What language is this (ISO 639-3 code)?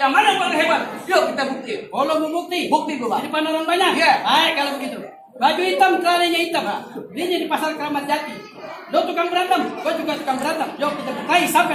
bew